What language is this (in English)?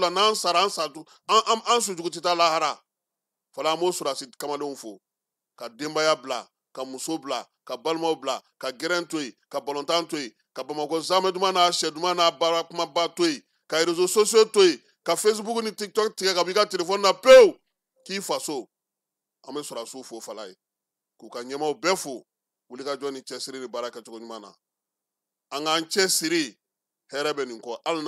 Bambara